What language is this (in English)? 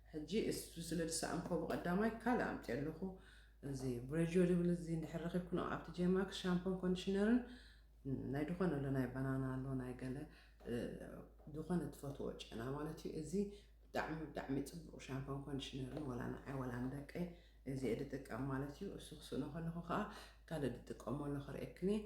Tigrinya